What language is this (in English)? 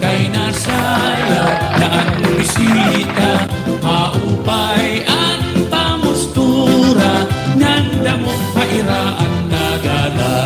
Waray